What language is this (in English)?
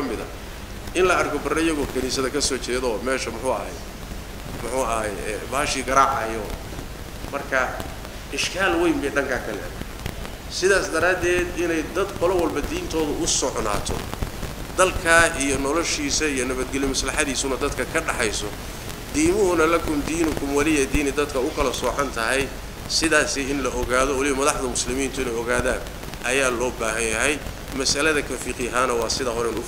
Somali